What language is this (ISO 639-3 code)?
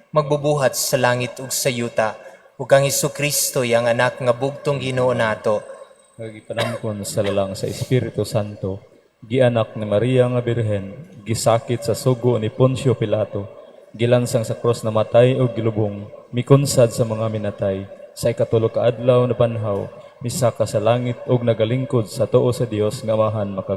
ceb